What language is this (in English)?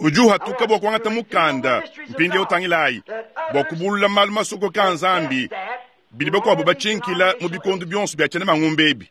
Luba-Lulua